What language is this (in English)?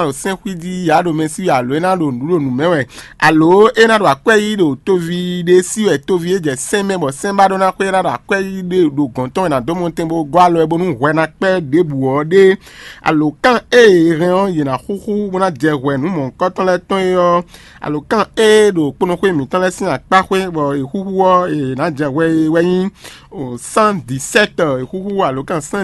Fon